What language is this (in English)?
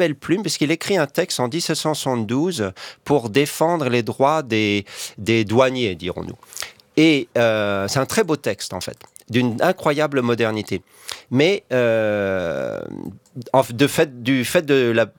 French